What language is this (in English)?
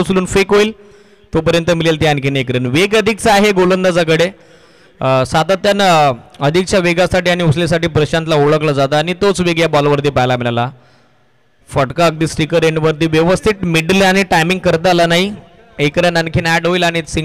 Marathi